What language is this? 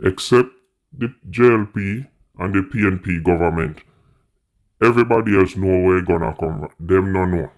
Jamaican Creole English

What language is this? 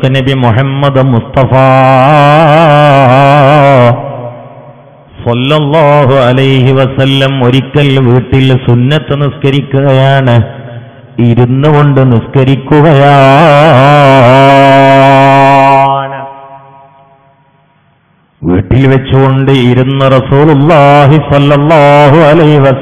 Malayalam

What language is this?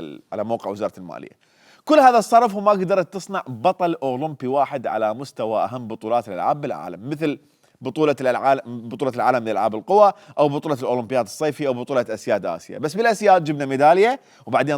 Mesopotamian Arabic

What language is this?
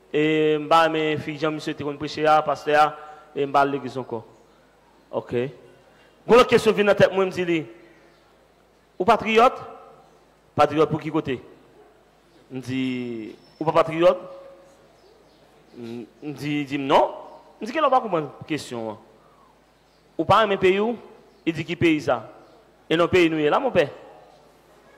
French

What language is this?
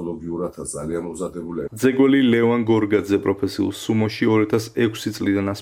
Georgian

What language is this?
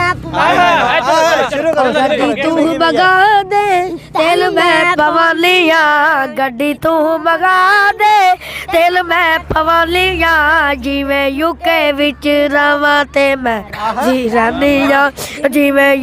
Pahari-Potwari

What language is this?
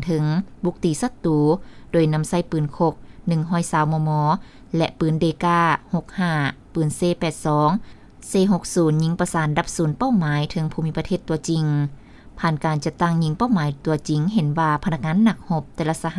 Lao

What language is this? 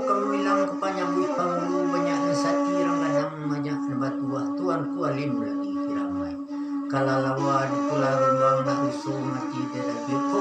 Minangkabau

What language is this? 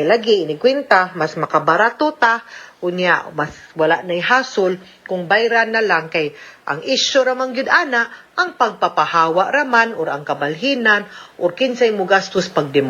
Cebuano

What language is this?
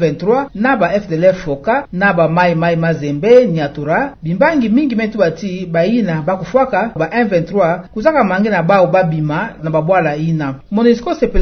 Kituba (Democratic Republic of Congo)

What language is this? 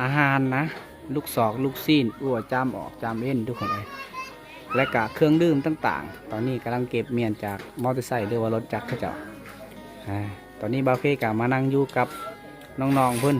Lao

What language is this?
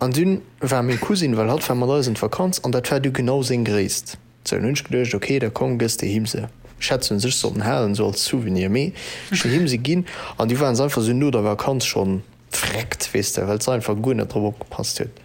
Luxembourgish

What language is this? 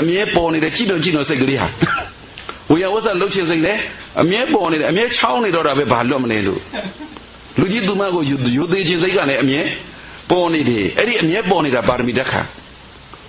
Burmese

